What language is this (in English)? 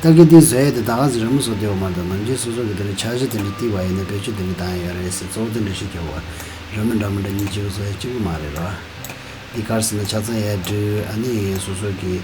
Tibetan